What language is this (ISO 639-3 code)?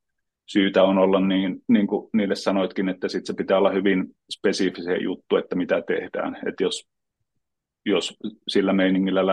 fin